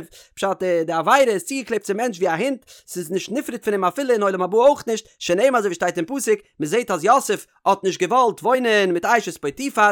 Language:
Yiddish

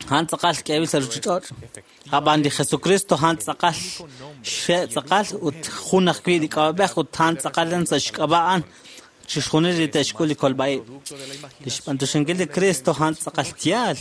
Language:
Kekchí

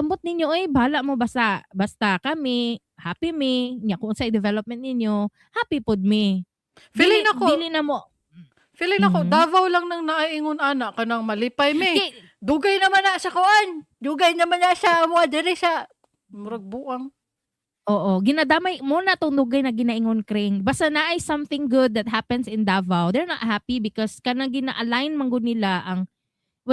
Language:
Cebuano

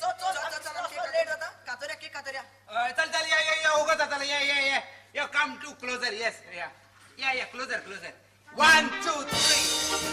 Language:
Konkani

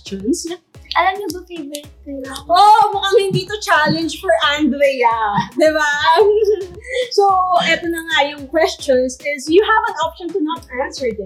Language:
Filipino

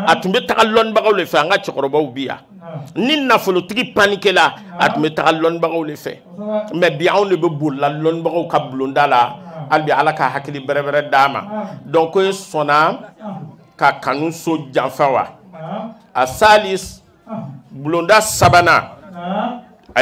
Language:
Bambara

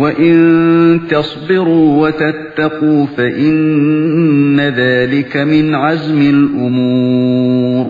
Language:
Uyghur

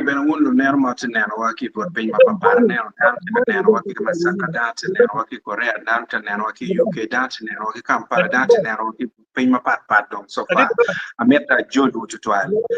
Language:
Acoli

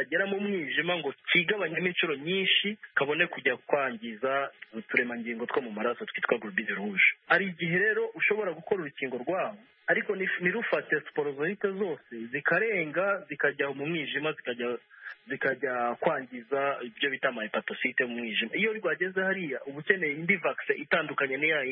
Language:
Kinyarwanda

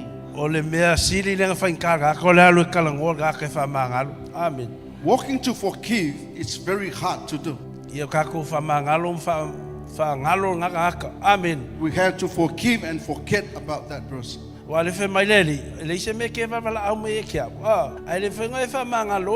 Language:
Samoan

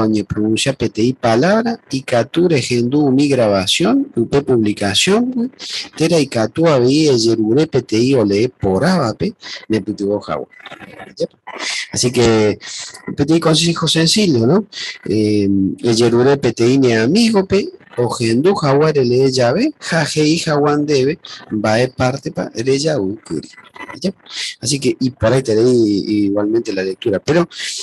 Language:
Guarani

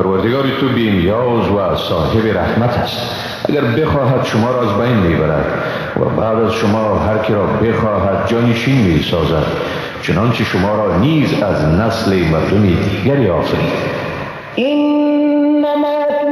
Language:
Persian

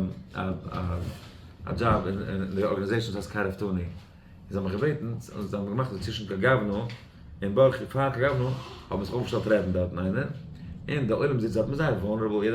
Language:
Yiddish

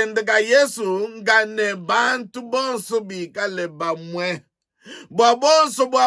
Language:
Luba-Lulua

